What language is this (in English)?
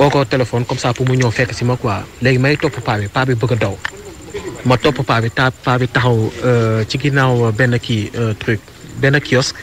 Wolof